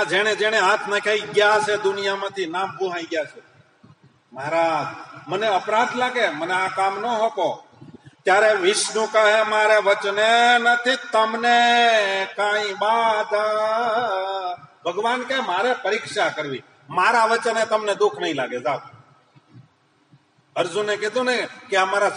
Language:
Gujarati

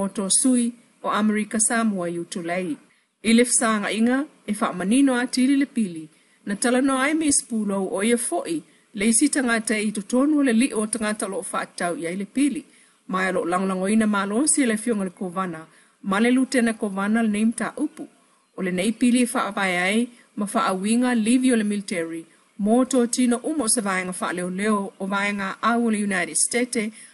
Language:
Samoan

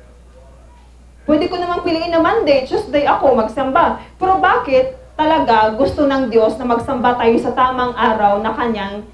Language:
Filipino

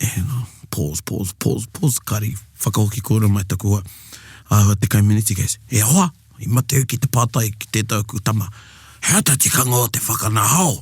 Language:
Māori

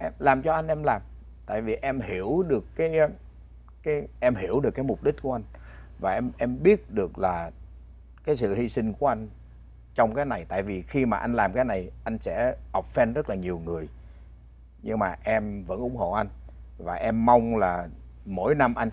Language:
Vietnamese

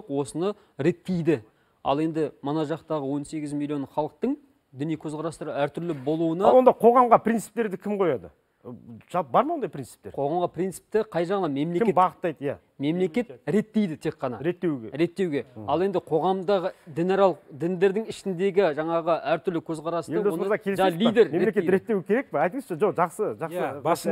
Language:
Kazakh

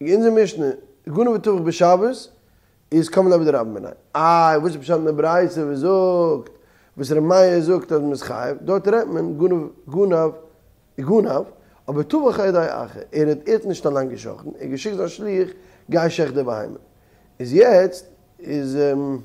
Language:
Yiddish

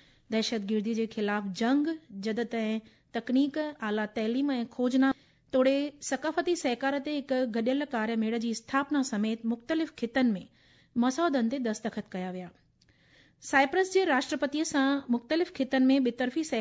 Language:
Sindhi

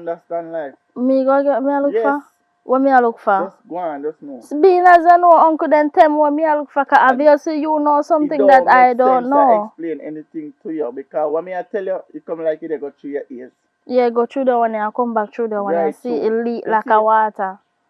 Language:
Jamaican Creole English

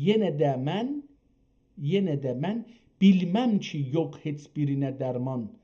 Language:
South Azerbaijani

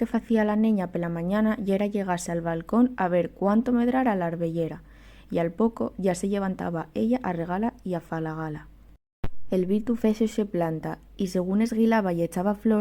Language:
Asturian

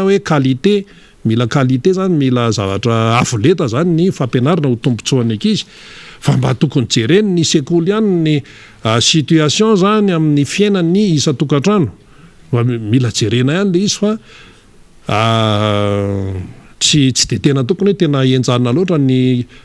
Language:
Malagasy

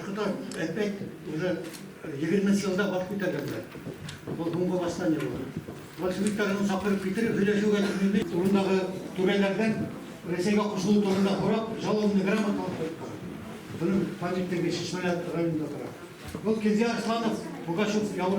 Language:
Bashkir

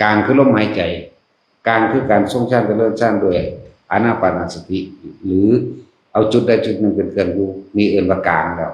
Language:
Northeastern Thai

